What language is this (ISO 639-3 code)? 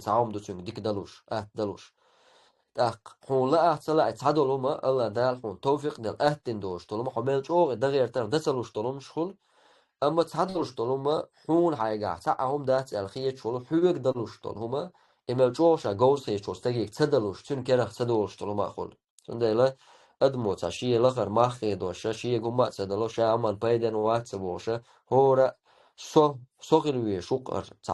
che